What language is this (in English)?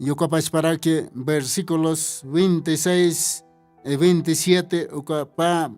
Aymara